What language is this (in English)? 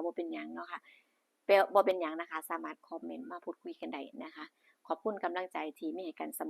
Northeastern Thai